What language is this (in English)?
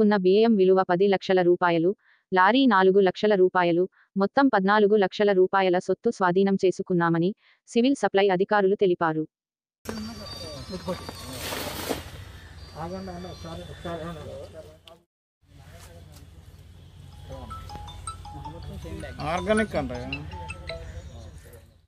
Telugu